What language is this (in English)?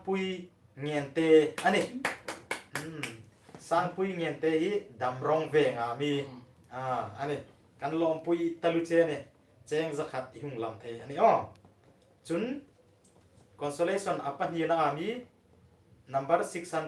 Hmar